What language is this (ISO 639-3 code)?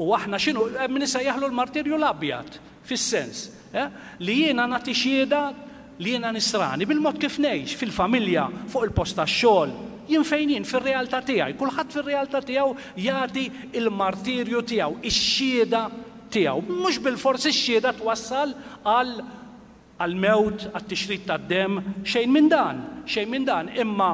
mlt